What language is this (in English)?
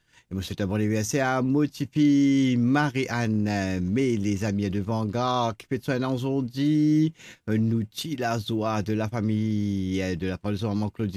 Morisyen